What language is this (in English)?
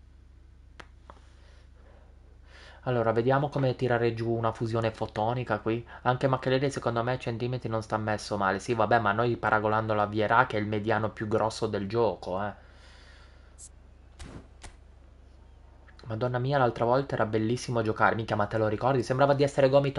Italian